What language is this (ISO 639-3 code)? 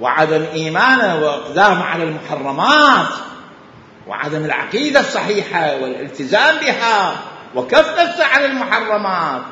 acm